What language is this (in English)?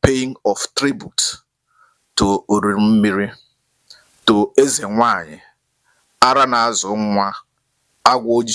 Igbo